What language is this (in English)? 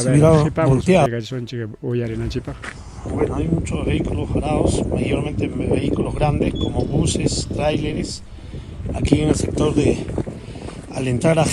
Ayacucho Quechua